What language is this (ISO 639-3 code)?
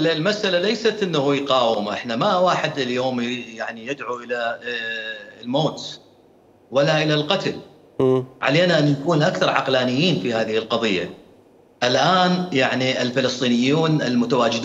acm